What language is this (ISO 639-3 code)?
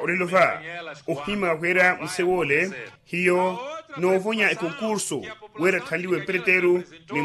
vmw